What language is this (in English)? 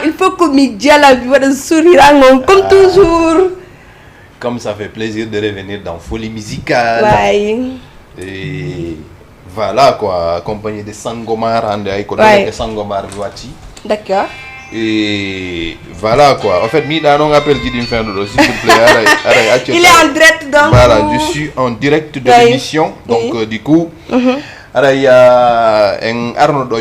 Fula